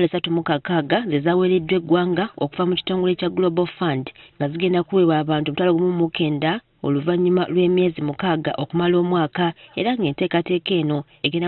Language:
Ganda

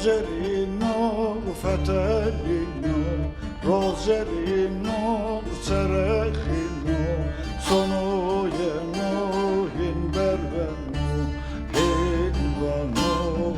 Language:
Zaza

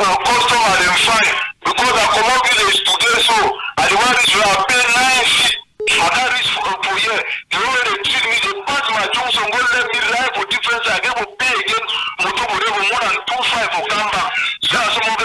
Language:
Cameroon Pidgin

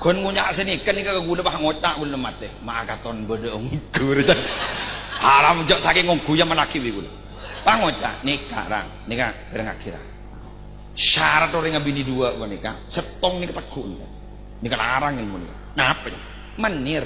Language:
Madurese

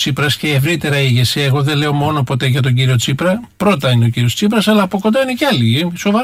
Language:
Greek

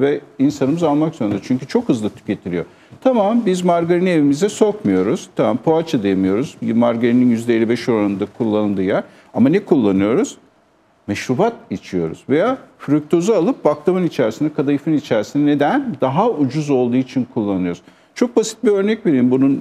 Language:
Turkish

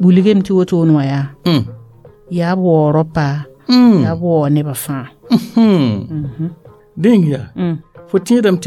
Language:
Mossi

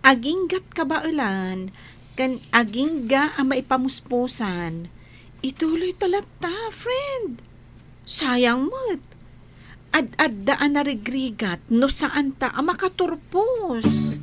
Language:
Iloko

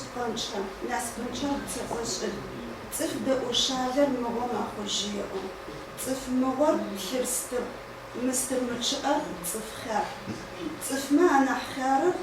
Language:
Adyghe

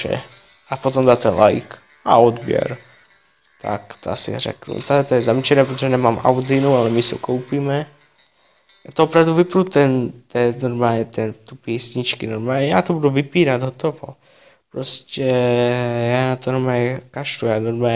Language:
Czech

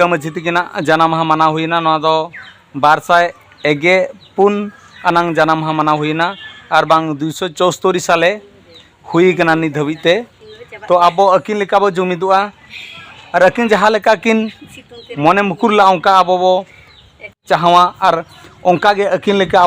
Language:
Santali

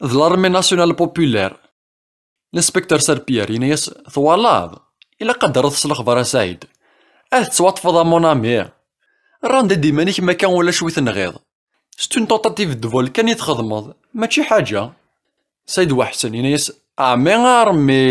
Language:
Kabyle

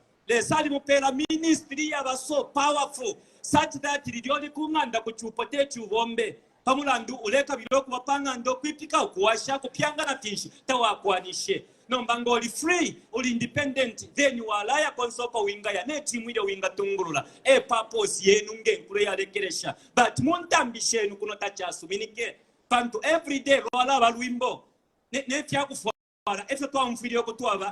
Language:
Bemba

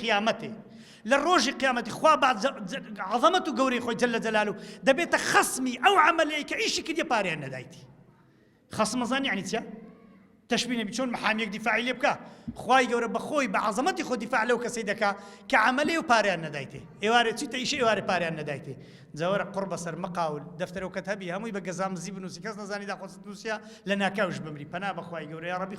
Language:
Central Kurdish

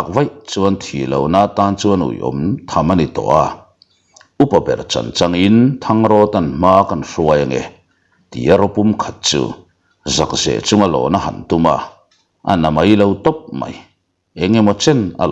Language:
Mizo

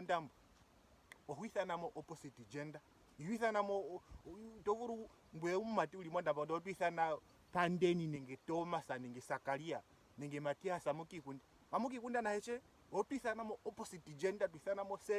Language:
Ndonga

